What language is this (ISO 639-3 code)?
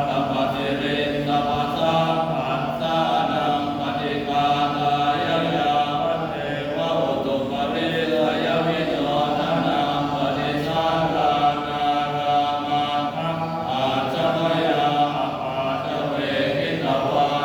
pli